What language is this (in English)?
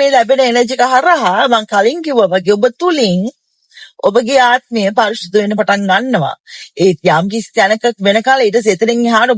Sinhala